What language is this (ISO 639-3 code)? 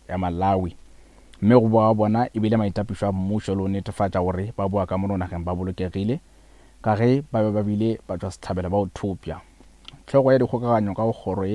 nso